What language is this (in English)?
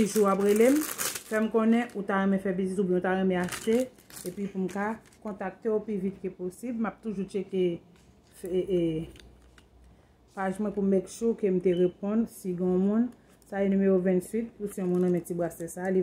Haitian Creole